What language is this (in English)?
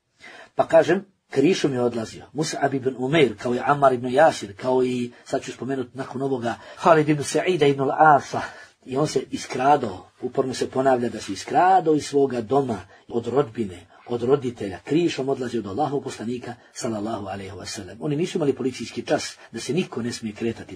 Bosnian